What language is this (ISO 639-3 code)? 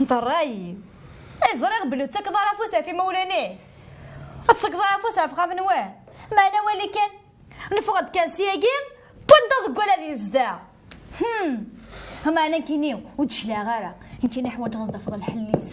kab